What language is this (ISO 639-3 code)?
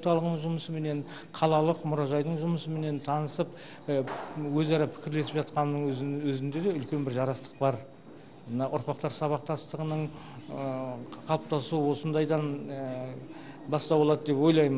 kaz